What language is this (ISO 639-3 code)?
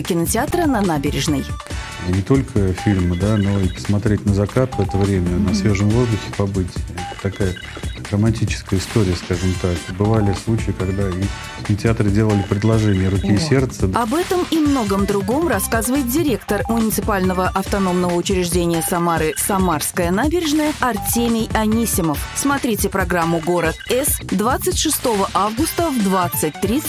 rus